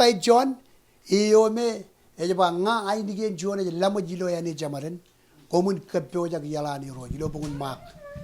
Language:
Marshallese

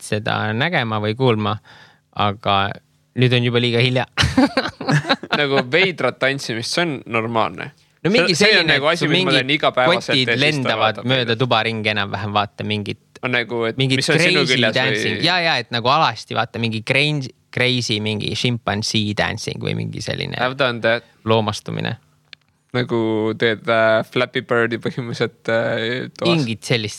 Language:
Estonian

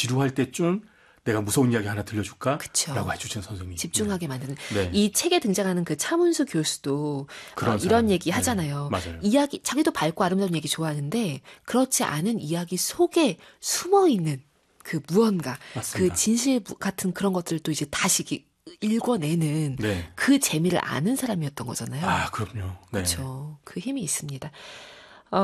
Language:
Korean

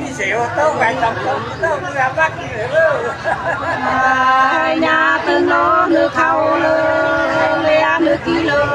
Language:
Nung (Viet Nam)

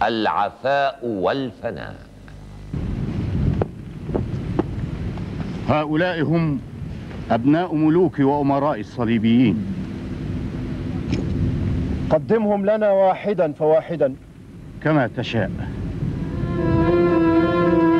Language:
Arabic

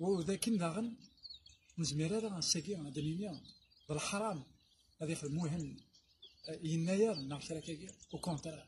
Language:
Kabyle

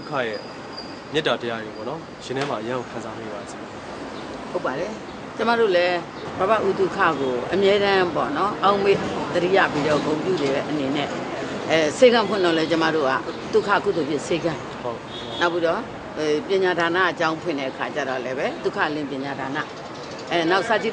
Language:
Burmese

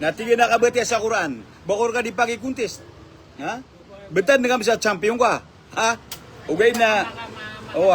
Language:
Maranao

